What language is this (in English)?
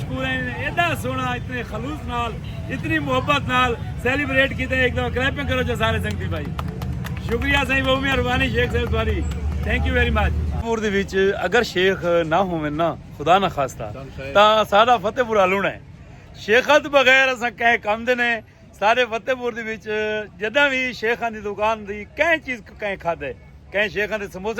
Saraiki